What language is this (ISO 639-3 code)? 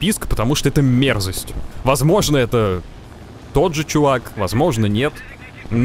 rus